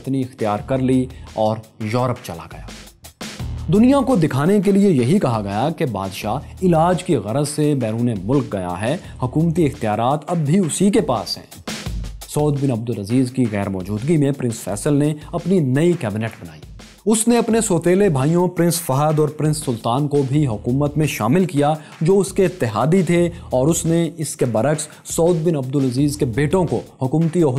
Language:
Urdu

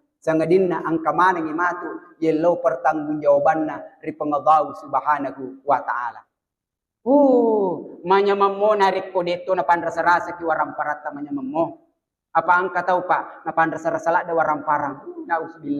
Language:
Buginese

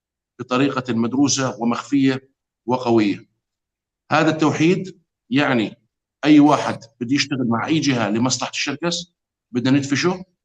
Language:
North Levantine Arabic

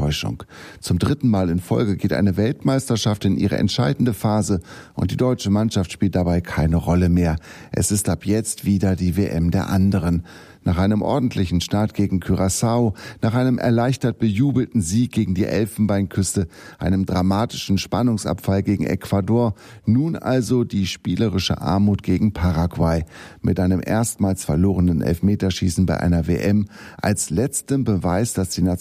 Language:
German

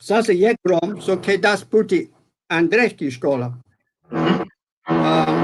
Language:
Balkan Romani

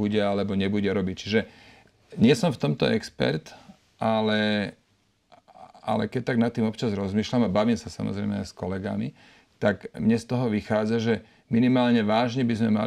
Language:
Slovak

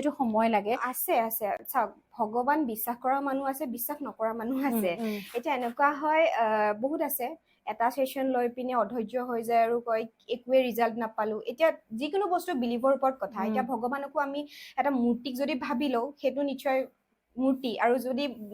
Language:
Assamese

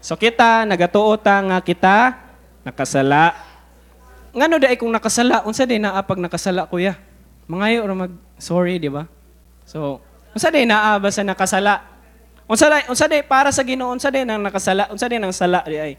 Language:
Cebuano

